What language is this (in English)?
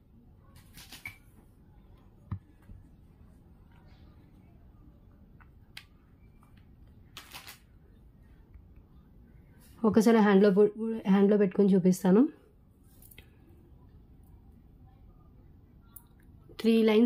Telugu